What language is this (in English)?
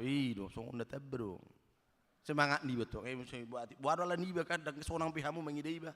Batak Toba